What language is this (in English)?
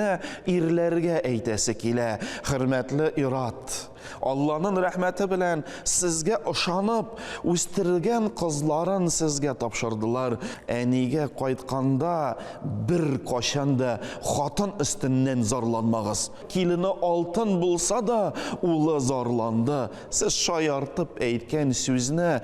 Tatar